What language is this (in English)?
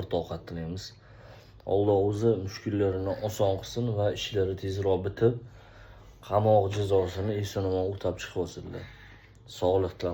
Uzbek